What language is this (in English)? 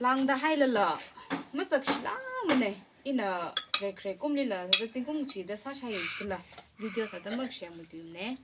Tangkhul Naga (India)